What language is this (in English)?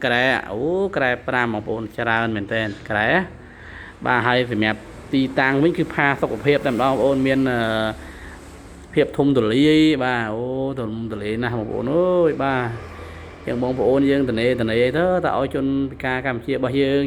Khmer